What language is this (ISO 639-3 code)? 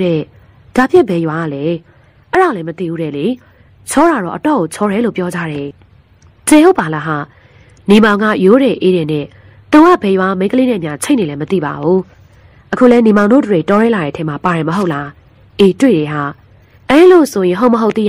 mya